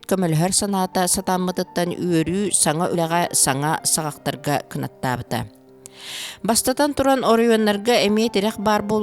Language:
Yakut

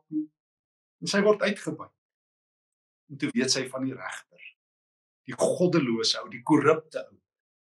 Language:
Afrikaans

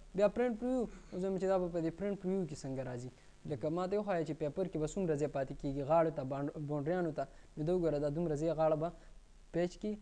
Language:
Pashto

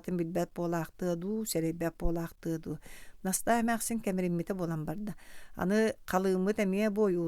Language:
Yakut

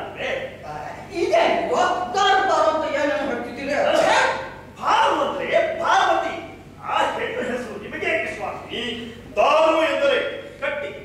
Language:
Kannada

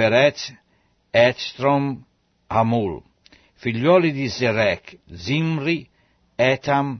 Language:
Italian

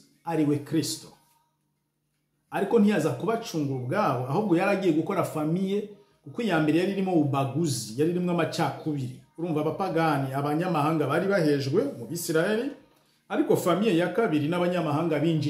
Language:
Kinyarwanda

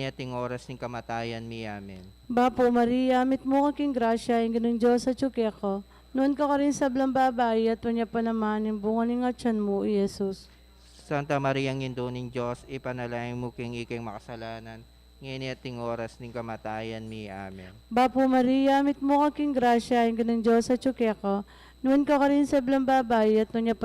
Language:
Pampanga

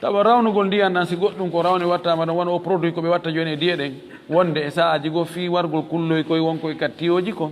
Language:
Fula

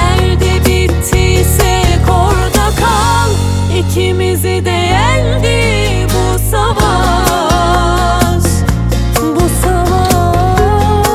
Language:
Turkish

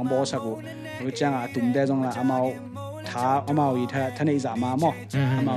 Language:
Tedim Chin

